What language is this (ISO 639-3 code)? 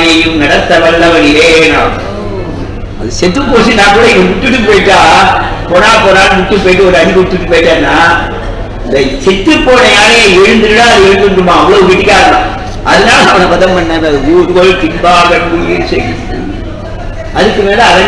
tam